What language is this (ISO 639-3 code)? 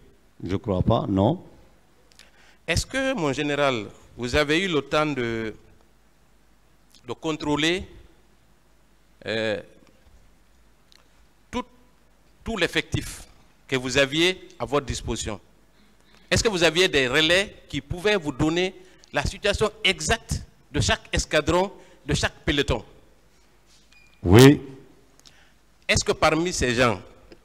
fra